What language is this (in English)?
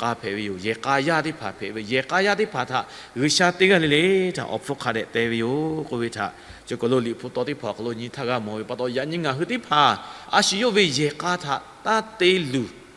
Lahu